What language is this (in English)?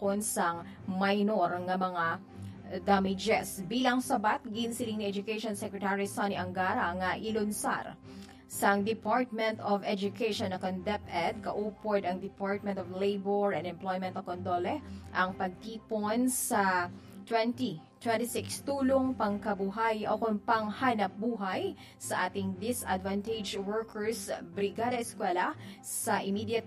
Hiligaynon